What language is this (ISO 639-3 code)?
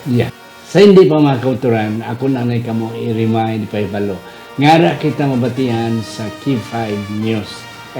hil